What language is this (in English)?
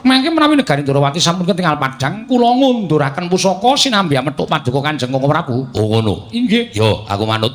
Javanese